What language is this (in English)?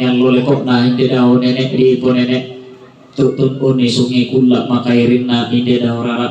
Toraja-Sa'dan